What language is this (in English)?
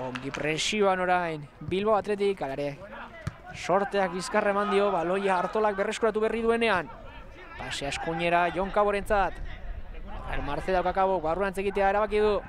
Basque